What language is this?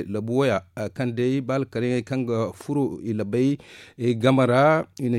Zarma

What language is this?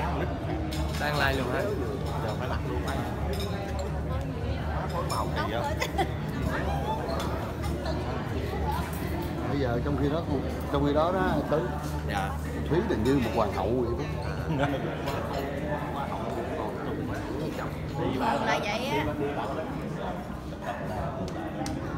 Vietnamese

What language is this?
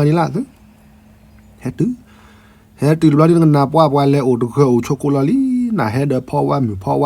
S'gaw Karen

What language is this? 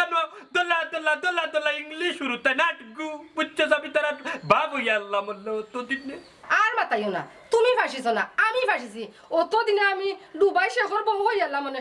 Sylheti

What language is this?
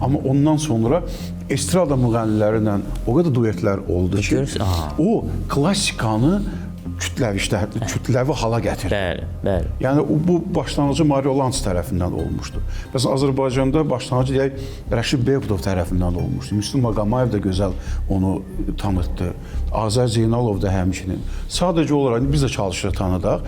Azerbaijani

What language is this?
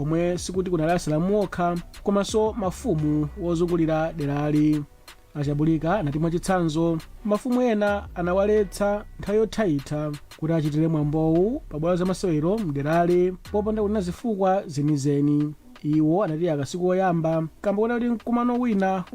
Nyanja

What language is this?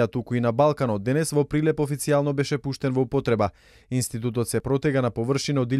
Macedonian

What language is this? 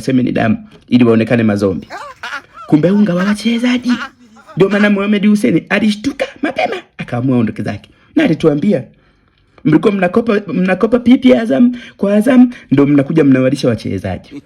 Swahili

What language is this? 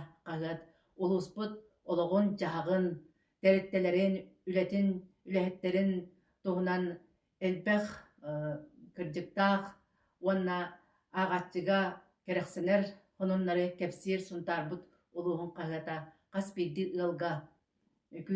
Yakut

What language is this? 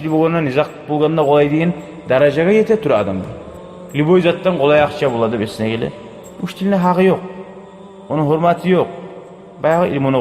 Kumyk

